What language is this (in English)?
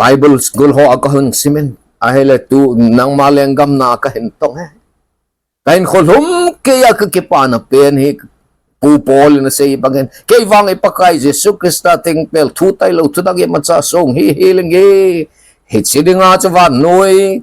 Thado Chin